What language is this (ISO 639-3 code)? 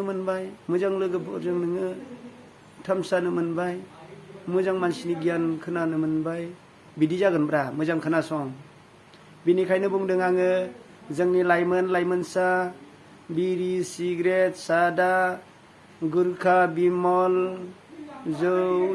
brx